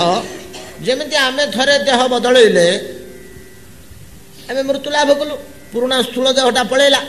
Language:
Odia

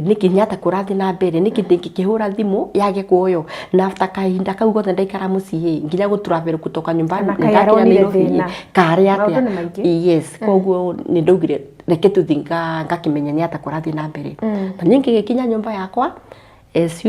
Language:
Kikuyu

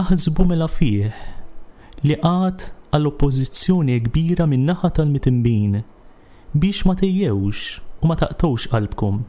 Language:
Maltese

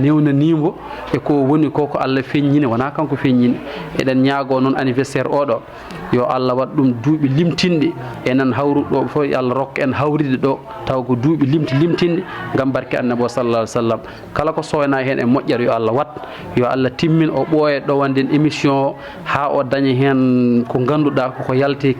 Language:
Fula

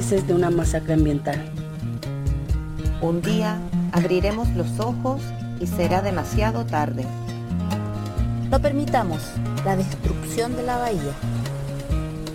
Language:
Spanish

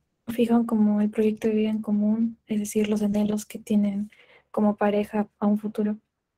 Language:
Spanish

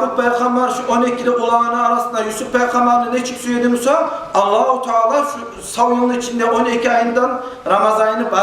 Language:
Kumyk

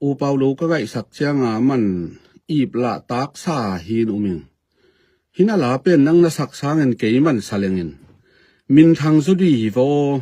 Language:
Tedim Chin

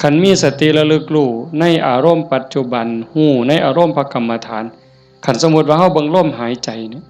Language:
Northeastern Thai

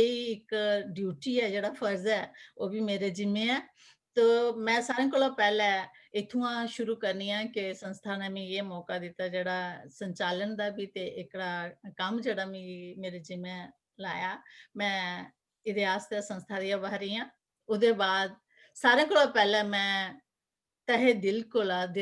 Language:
Dogri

